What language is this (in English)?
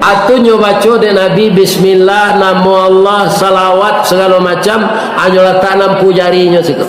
Minangkabau